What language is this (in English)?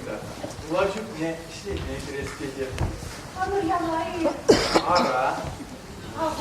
Chuvash